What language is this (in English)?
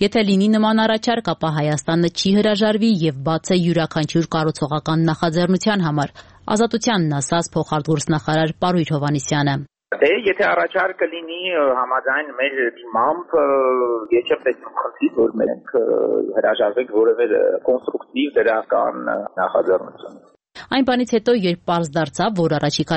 Armenian